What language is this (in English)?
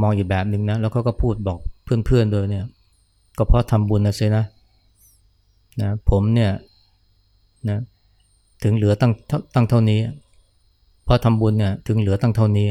Thai